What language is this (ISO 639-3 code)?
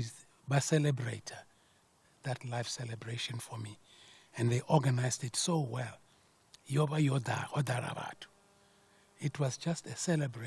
ven